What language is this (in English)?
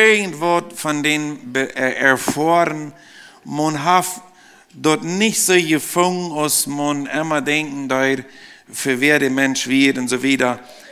Plautdietsch